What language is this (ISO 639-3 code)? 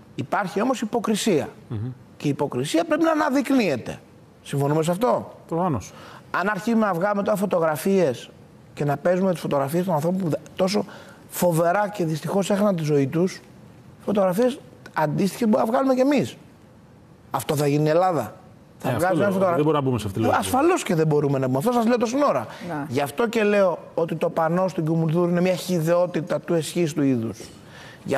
ell